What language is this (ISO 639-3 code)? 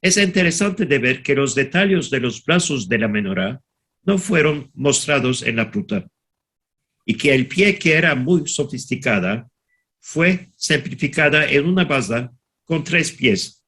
lad